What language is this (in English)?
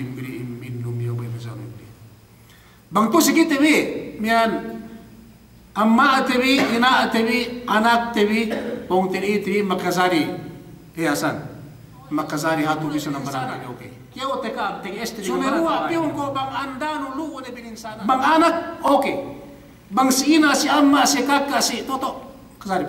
Yakan